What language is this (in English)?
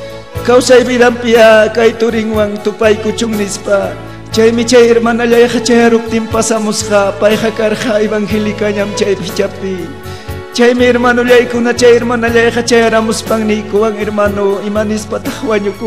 Ayacucho Quechua